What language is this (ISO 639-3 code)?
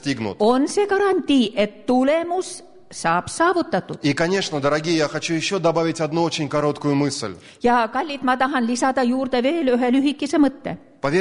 est